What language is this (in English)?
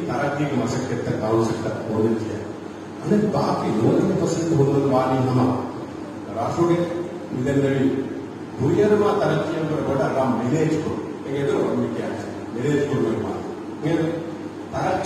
Divehi